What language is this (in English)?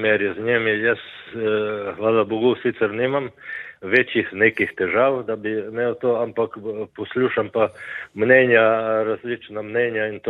Slovenian